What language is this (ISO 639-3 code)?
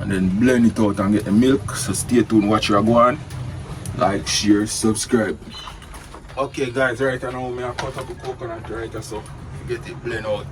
jam